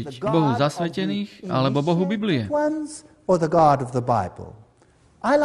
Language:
Slovak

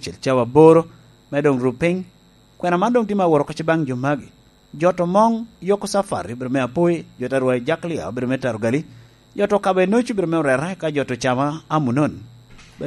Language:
Lango (Uganda)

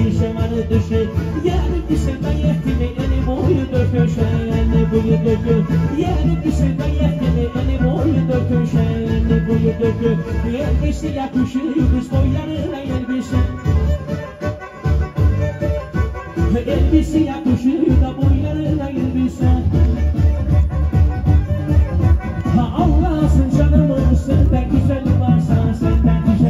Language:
Turkish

